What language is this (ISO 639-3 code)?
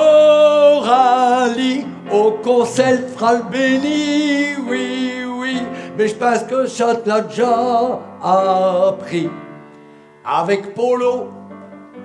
pcd